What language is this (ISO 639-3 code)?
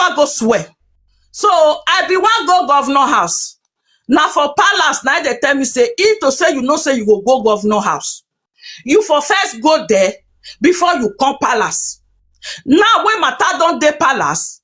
pcm